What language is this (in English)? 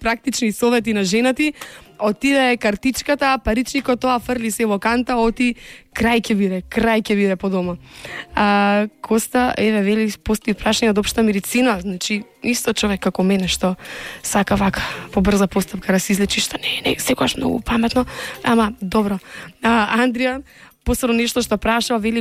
Macedonian